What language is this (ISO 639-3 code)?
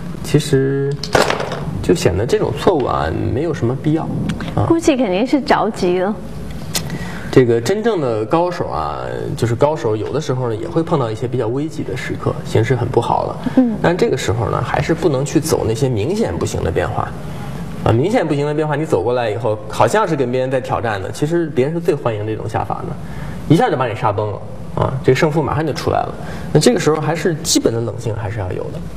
zho